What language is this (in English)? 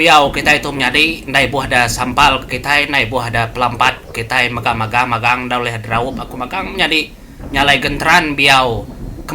Iban